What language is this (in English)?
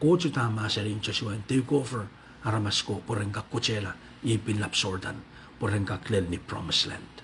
Pohnpeian